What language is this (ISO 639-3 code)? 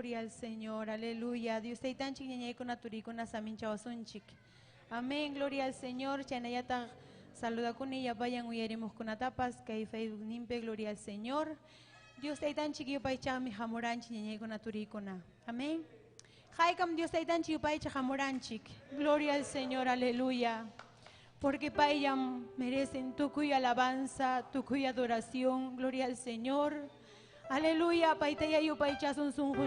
quy